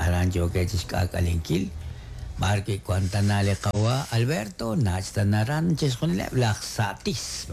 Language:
Kekchí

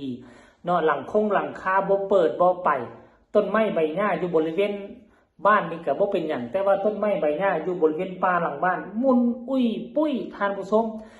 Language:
Lao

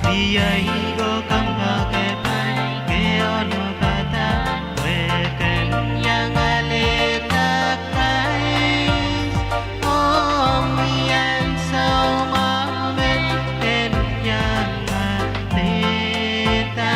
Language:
Pohnpeian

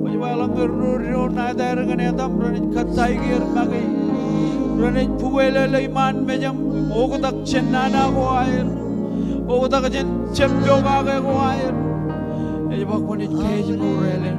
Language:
Marshallese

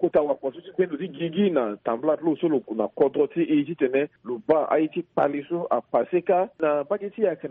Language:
Sango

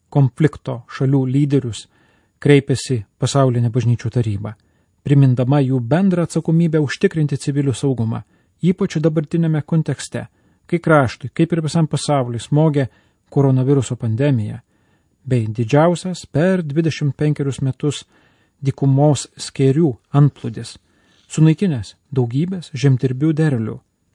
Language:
Lithuanian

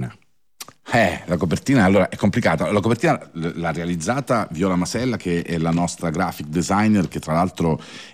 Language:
Italian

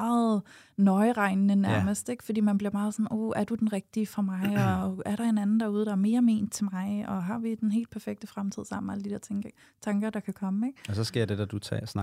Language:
Danish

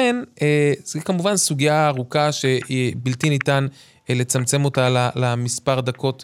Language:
Hebrew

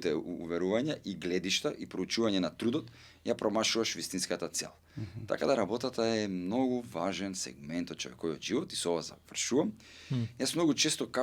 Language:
Macedonian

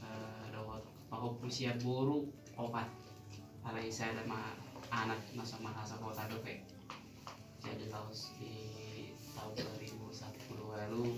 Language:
Batak Toba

